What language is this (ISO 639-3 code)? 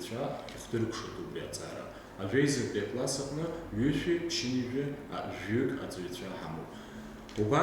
abk